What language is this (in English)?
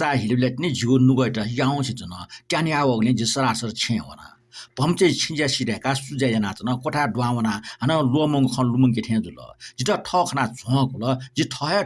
Newari